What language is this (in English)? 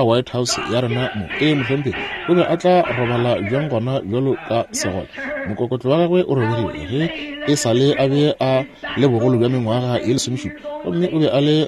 Northern Sotho